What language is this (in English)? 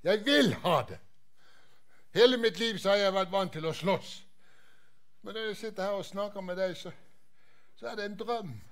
Norwegian